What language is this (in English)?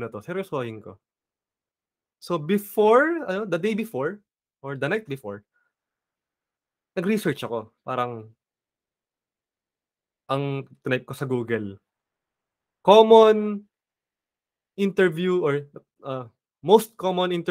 Filipino